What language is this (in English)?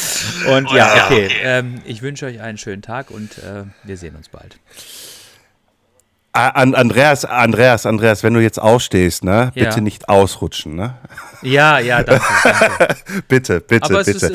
German